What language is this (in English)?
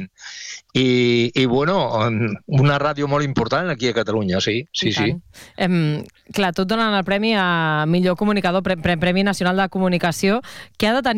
Catalan